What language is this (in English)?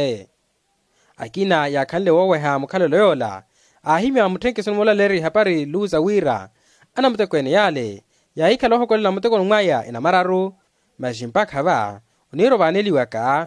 Makhuwa